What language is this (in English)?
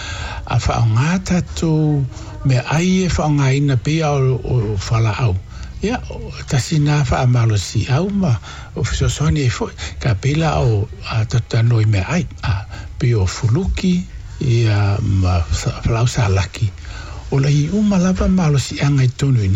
Samoan